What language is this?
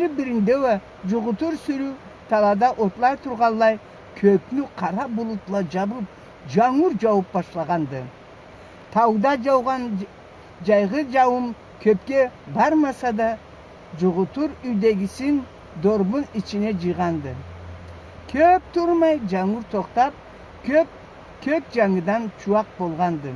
Karachay-Balkar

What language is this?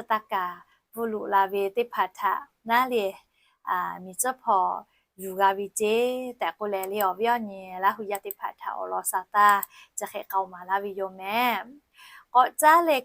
Lahu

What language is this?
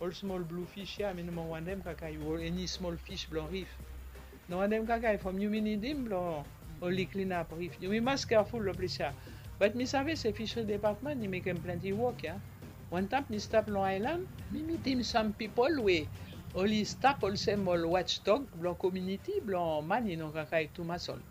Bislama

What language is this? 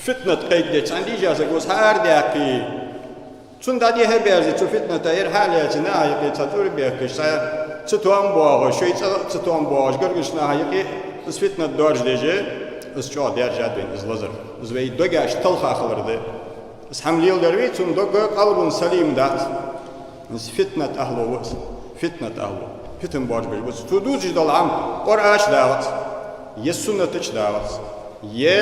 Ingush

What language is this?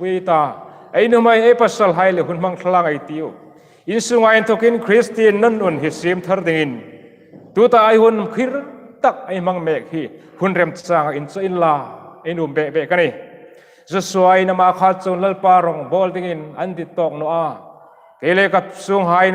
Hmar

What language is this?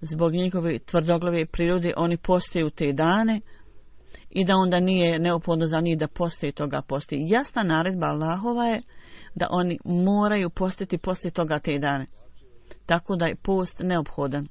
Bosnian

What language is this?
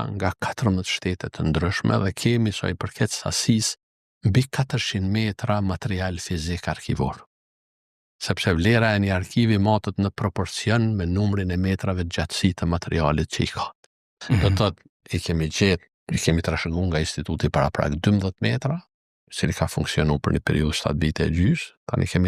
Albanian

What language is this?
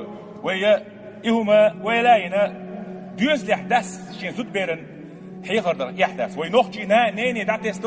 Chechen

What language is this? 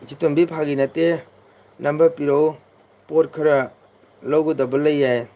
Manipuri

